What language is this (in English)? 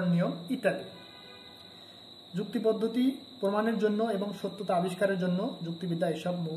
Bangla